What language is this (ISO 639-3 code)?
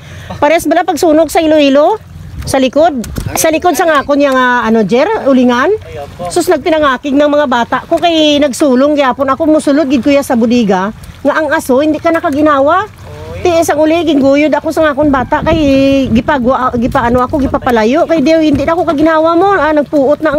hil